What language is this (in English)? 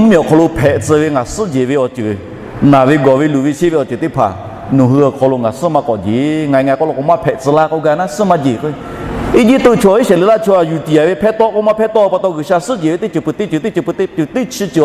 Lahu